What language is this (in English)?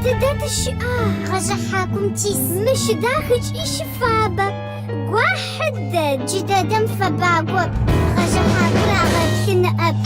Adyghe